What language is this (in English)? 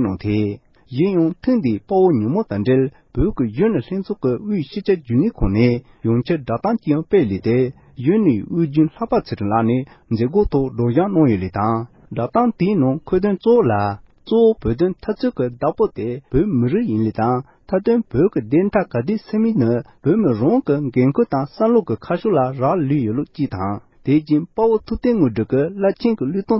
Tibetan